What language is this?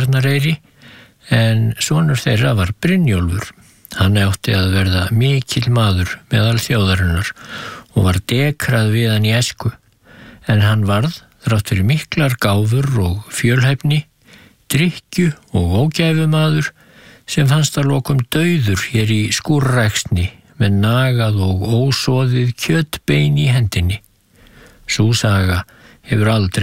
Icelandic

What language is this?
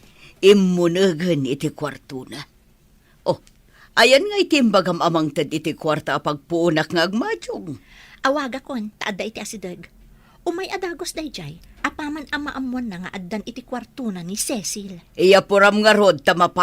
Iloko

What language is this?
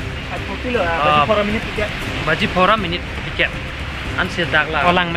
Karbi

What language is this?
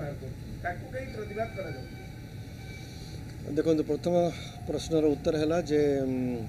Odia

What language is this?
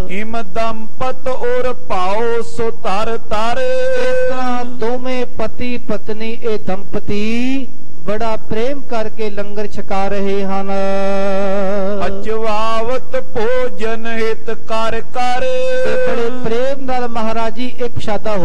Punjabi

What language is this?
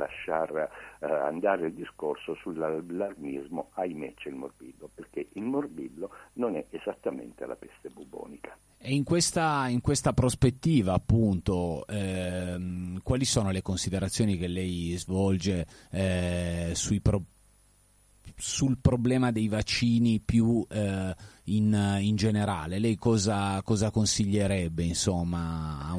Italian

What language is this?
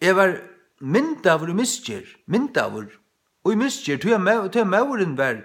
Faroese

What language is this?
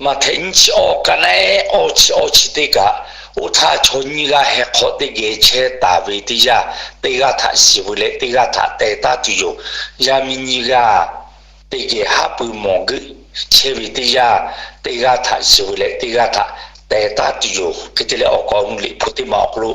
Lahu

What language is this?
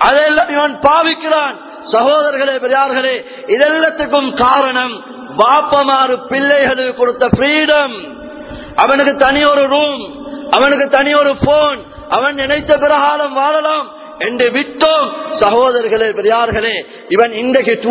Tamil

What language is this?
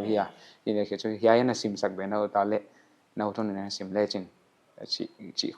Paite Chin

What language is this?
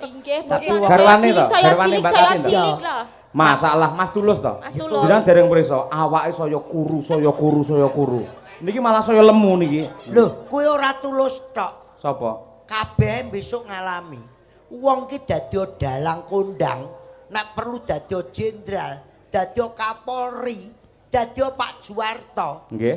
Javanese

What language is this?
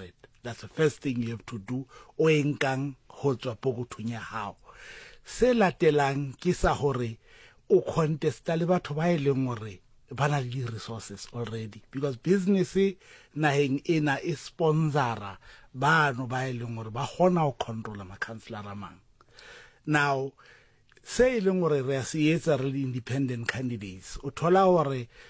Southern Sotho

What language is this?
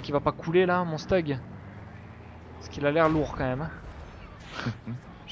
French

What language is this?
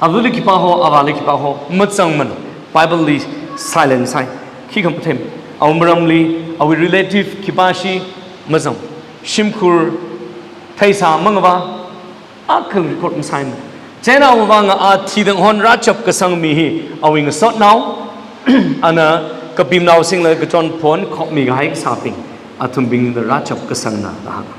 Tangkhul Naga (India)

